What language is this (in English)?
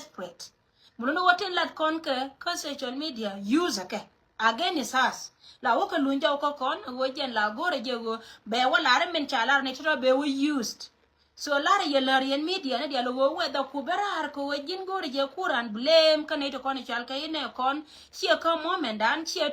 Nuer